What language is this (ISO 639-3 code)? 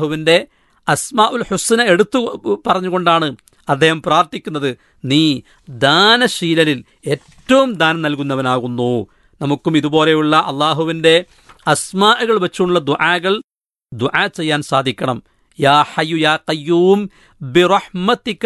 mal